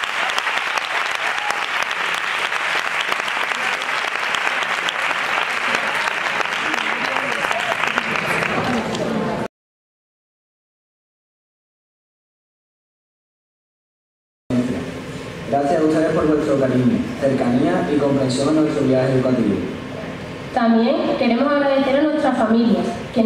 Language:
Spanish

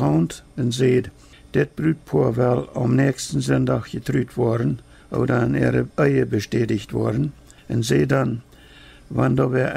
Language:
Plautdietsch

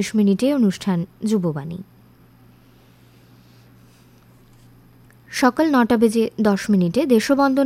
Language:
Bangla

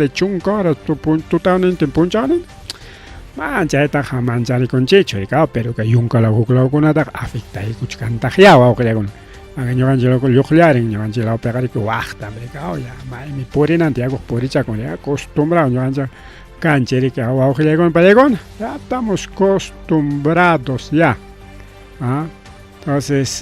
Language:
Ayacucho Quechua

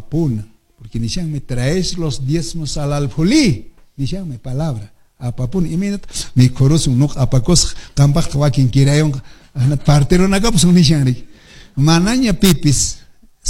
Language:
Quechua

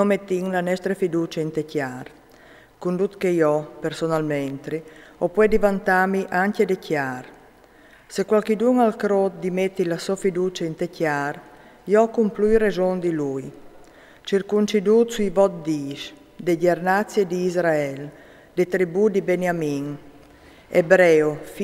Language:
Friulian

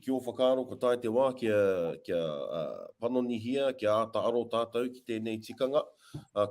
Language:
Māori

